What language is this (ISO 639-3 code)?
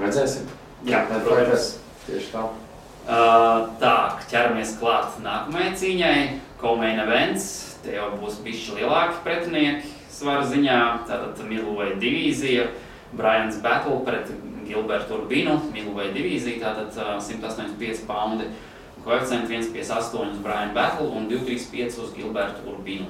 lav